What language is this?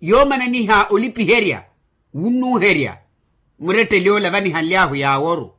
Makhuwa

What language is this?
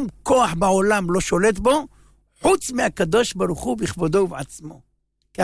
Hebrew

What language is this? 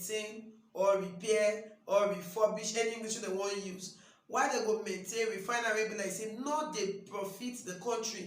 Nigerian Pidgin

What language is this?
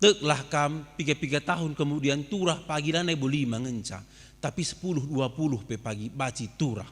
Batak Karo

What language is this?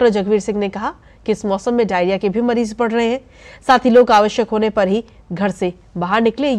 Hindi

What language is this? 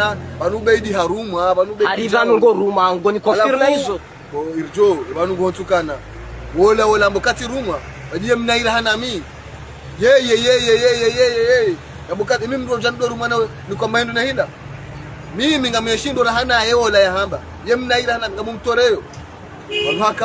Ngazidja Comorian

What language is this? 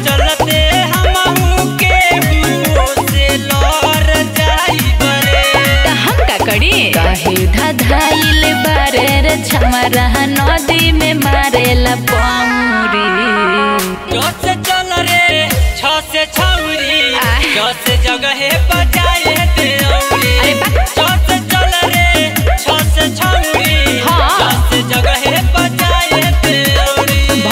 Bhojpuri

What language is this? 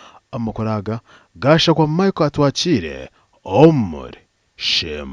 Nyankole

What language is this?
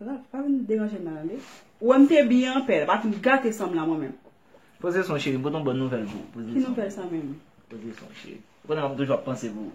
Haitian Creole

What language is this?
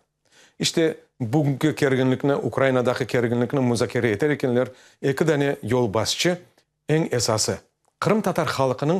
Crimean Tatar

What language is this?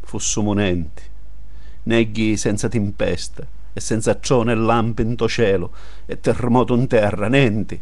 Sicilian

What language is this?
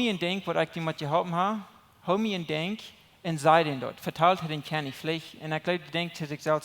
Plautdietsch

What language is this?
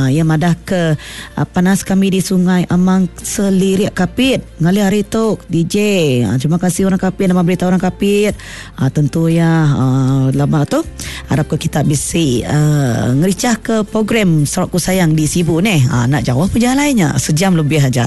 Iban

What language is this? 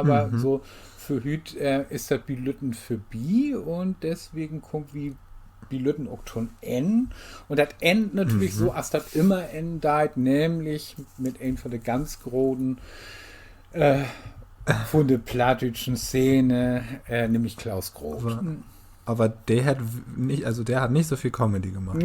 Low German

